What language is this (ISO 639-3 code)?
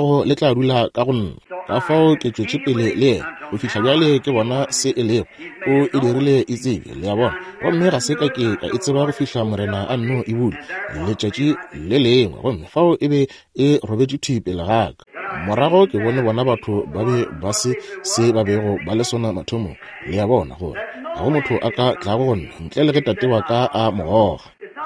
nso